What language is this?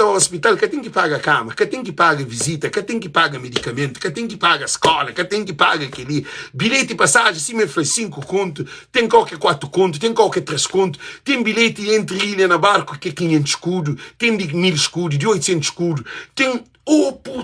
Kabuverdianu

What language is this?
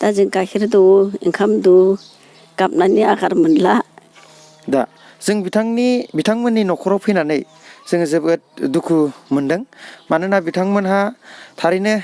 Bodo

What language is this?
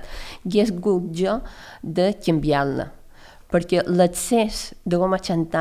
Catalan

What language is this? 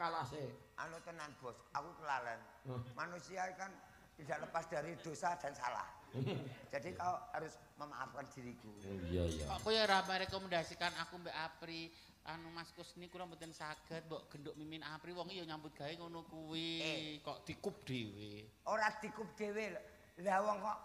Javanese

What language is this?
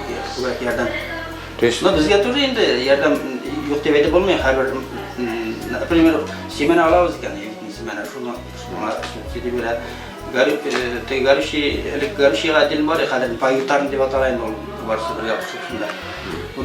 Bashkir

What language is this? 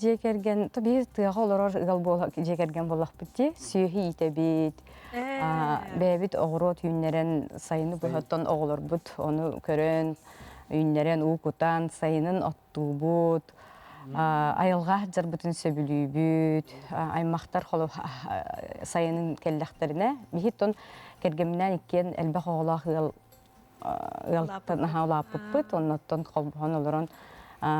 Yakut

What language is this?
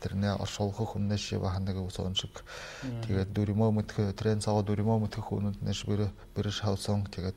Buriat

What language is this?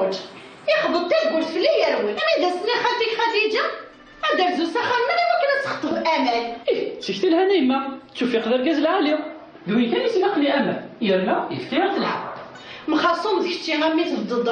Kabyle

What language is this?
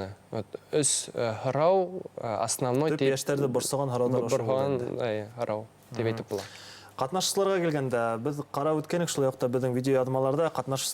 Bashkir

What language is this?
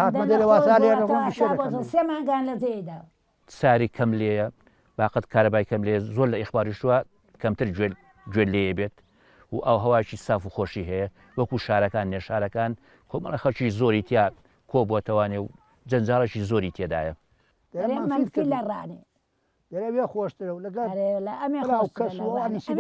Central Kurdish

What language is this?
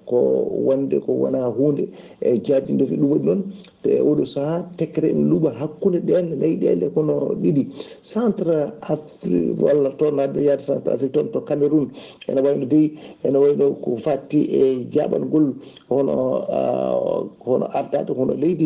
Fula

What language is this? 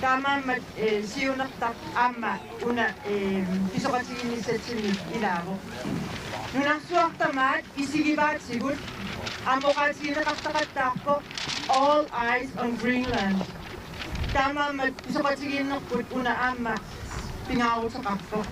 Kalaallisut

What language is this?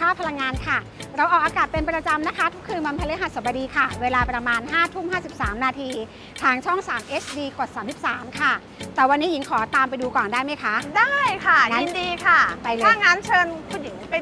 Thai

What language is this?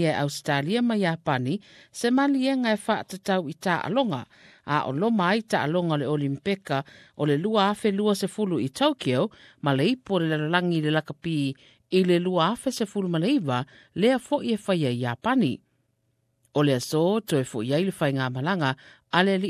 Samoan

